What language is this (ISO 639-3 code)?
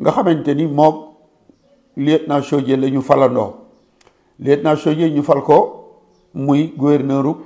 wol